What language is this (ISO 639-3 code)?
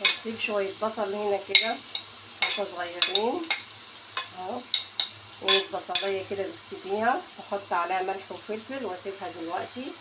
arz